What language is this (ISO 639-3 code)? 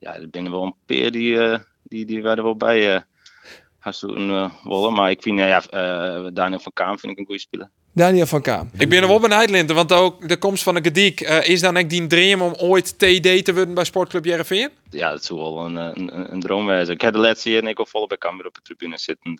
fry